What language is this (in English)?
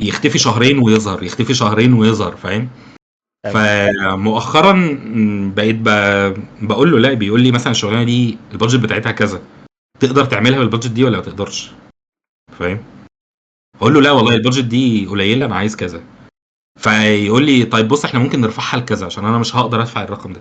Egyptian Arabic